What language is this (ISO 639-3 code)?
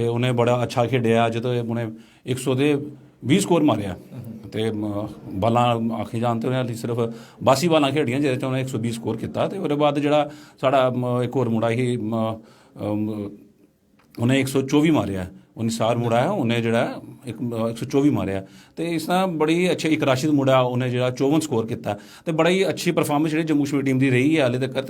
doi